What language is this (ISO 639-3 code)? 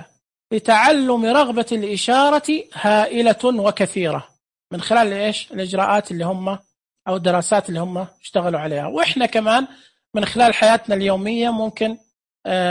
ars